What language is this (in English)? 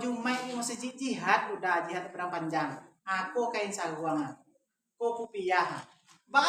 Minangkabau